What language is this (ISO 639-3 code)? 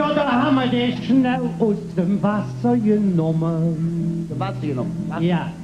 ksh